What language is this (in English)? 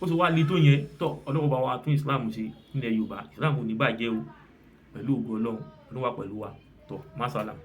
Yoruba